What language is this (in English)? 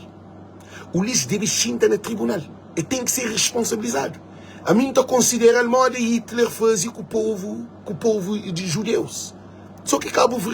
Kabuverdianu